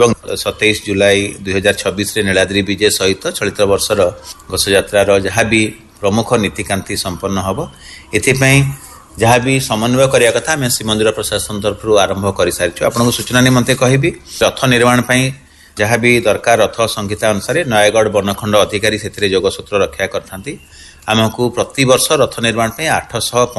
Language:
Odia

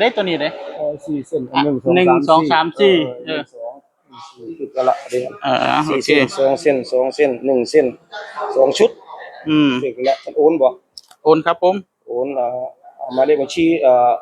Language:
Northeastern Thai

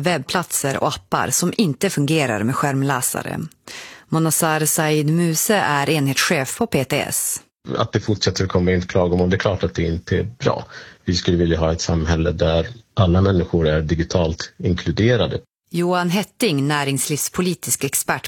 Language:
Swedish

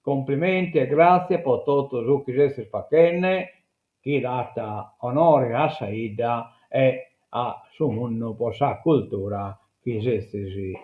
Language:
Sardinian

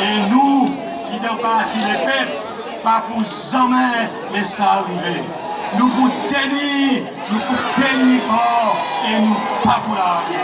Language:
Seselwa Creole French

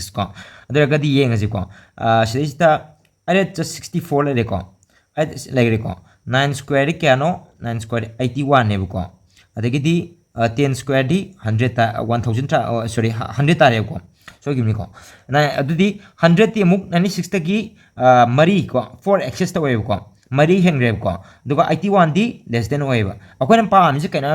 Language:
Manipuri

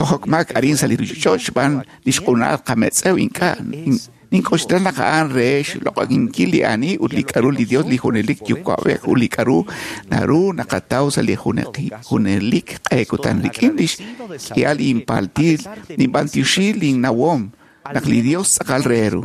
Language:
Kekchí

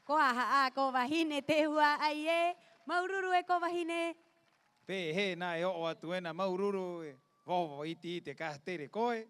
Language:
Rapanui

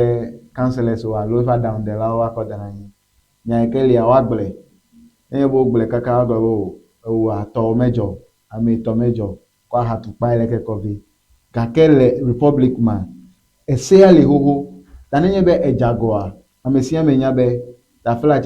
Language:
Ewe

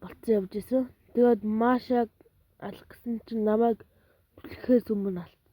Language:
Mongolian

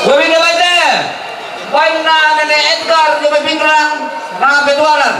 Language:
Toraja-Sa'dan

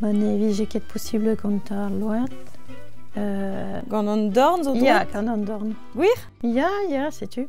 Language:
Breton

